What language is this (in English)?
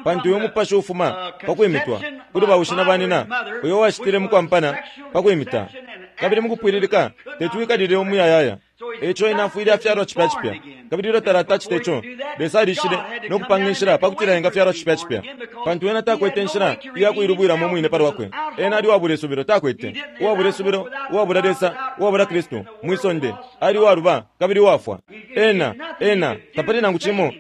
Bemba